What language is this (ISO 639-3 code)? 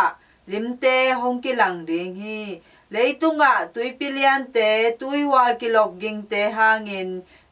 ctd